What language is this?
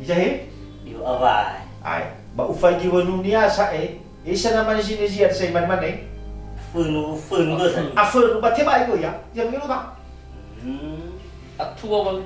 Nias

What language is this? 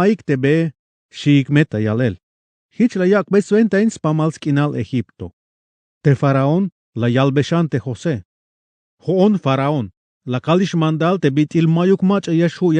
Tzeltal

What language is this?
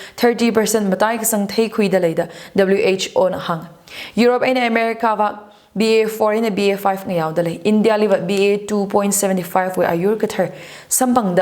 Tangkhul Naga (India)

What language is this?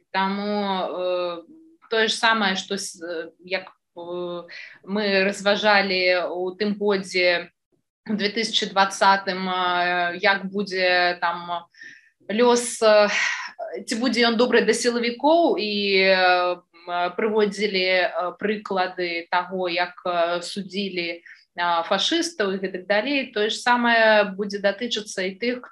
Belarusian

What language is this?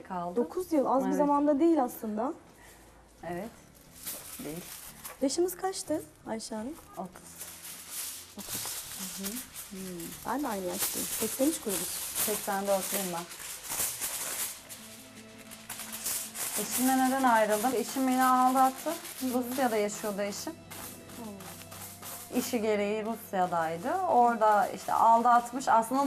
Turkish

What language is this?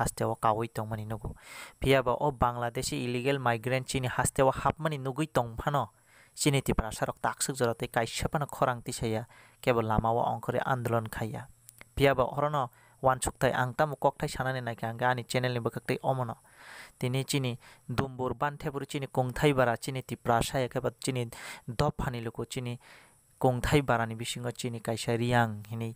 Kok Borok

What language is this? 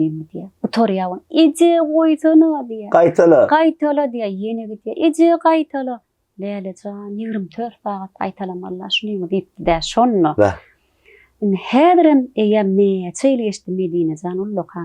Turkmen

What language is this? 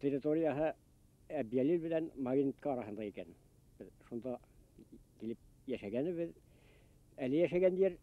Bashkir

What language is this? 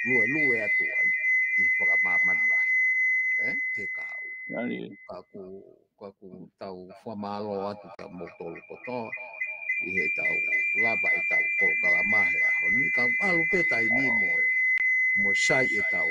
Tongan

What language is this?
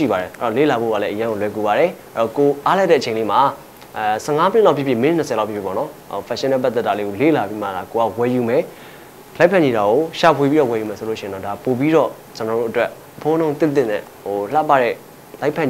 Burmese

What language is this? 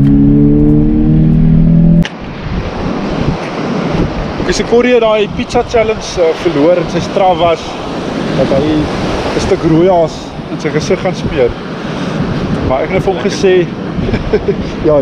Afrikaans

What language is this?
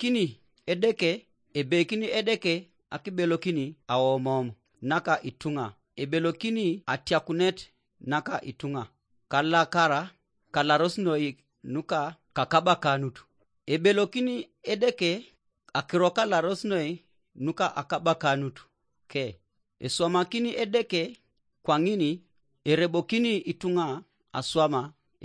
Teso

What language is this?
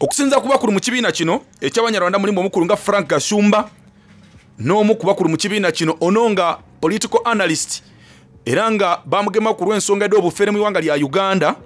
Soga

